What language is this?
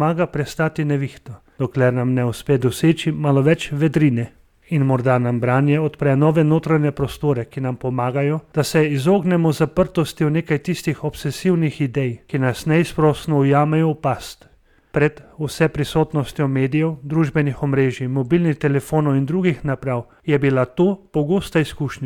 Slovenian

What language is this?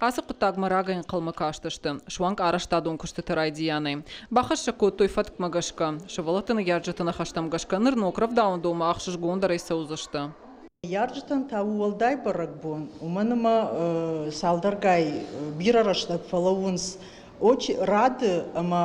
Ossetic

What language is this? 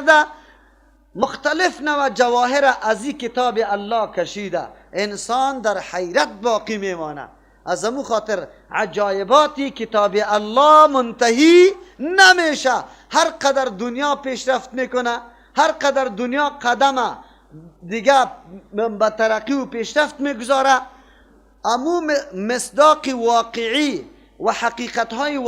Persian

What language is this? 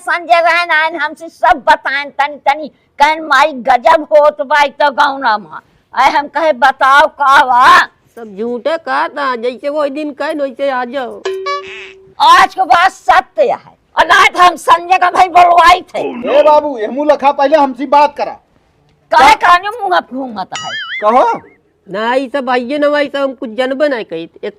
Awadhi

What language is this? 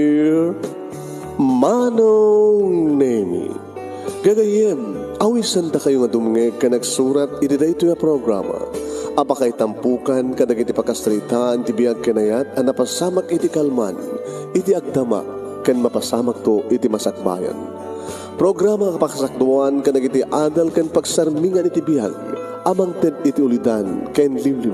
Iloko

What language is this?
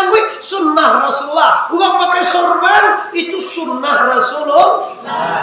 Minangkabau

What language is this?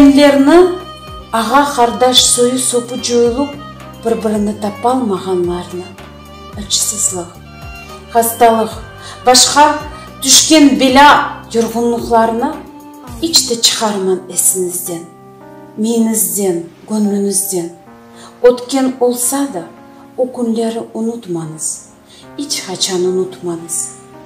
Crimean Tatar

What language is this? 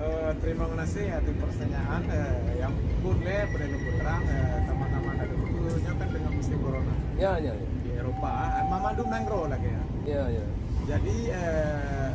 Achinese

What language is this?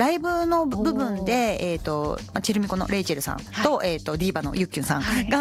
Japanese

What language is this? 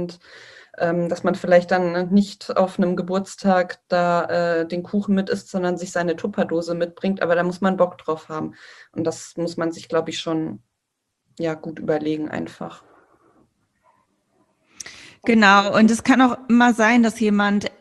German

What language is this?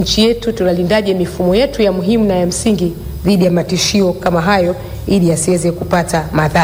Swahili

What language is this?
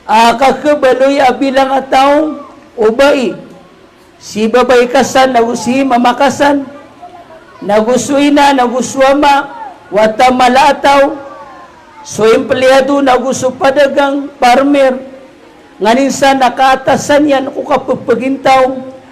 Maranao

